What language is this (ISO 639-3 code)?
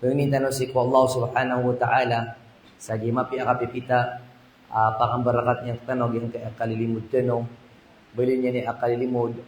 mrw